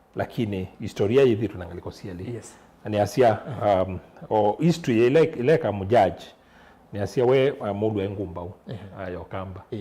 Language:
Kamba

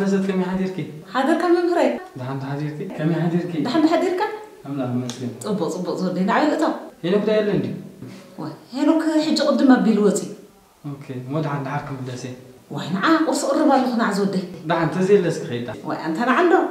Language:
Tigrinya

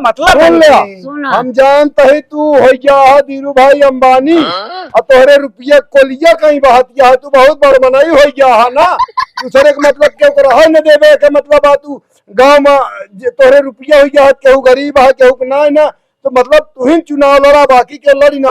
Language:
Awadhi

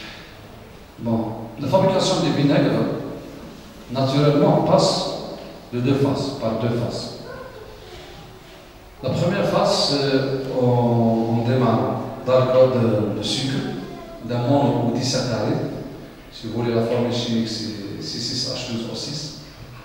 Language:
French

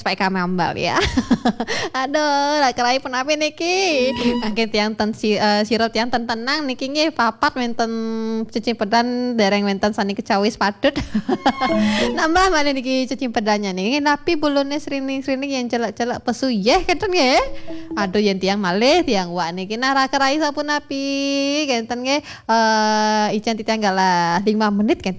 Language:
Balinese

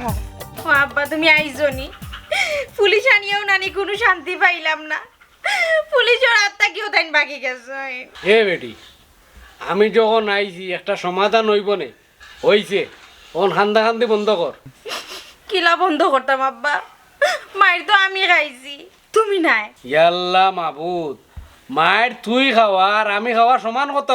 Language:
Sylheti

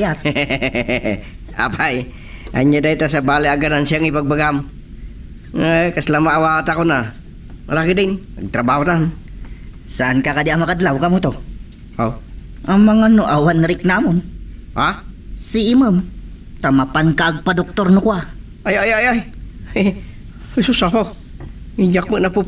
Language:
Iloko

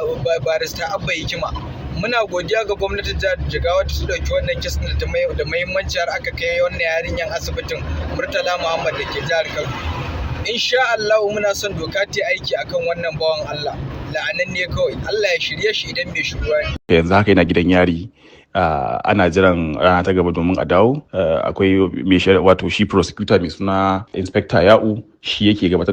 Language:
Hausa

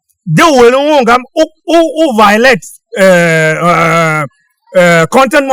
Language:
Tiv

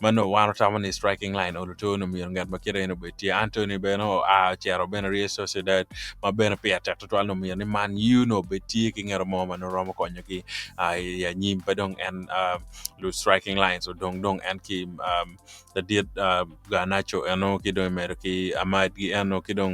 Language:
Acoli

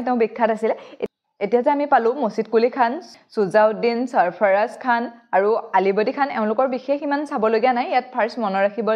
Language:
Assamese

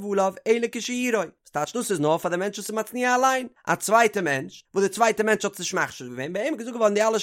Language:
Yiddish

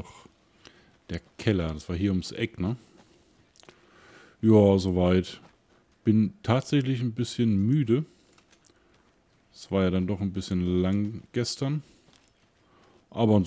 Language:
German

